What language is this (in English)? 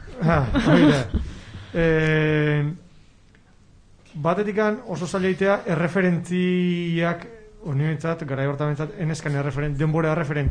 Basque